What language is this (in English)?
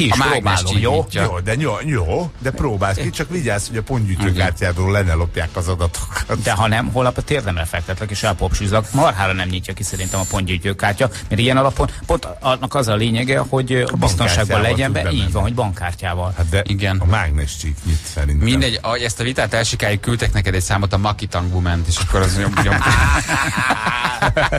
Hungarian